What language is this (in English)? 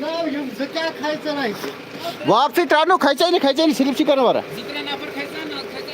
Kashmiri